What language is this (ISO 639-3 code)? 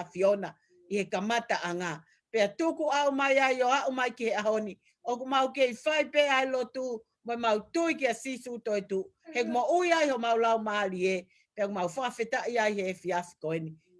ton